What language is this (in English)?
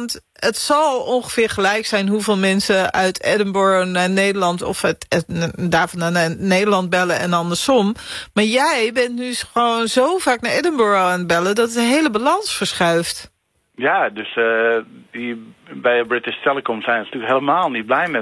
Dutch